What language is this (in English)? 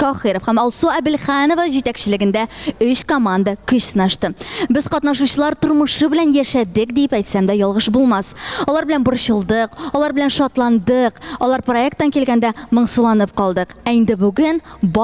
Tatar